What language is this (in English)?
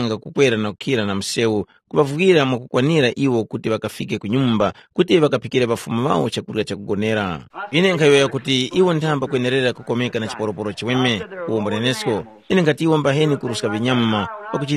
Tumbuka